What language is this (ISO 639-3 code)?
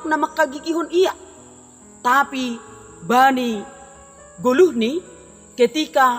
bts